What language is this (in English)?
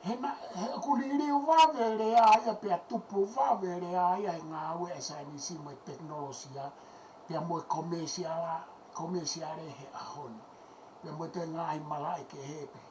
Tongan